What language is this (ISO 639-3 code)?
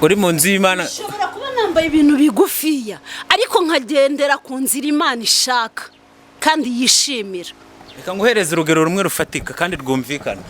kin